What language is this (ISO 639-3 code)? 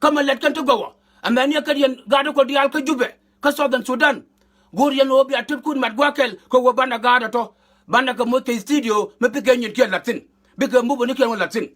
nus